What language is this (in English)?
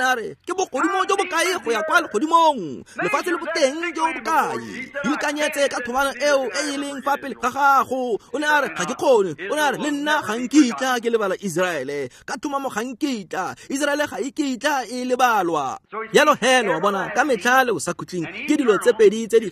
Tswana